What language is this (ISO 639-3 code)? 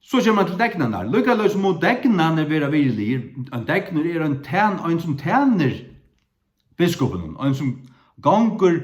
fao